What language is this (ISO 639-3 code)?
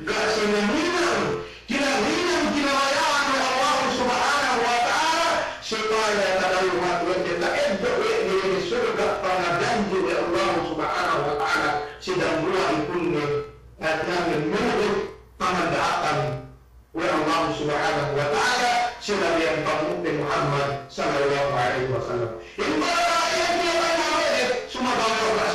yka